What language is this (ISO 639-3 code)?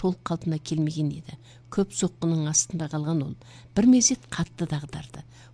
kaz